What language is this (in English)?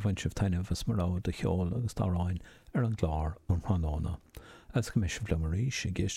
Irish